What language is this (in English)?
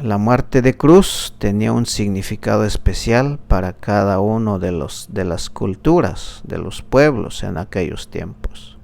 Tzeltal